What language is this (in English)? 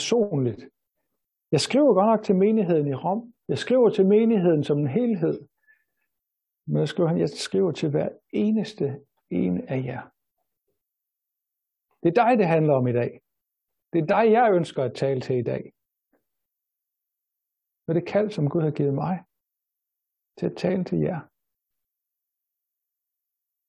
Danish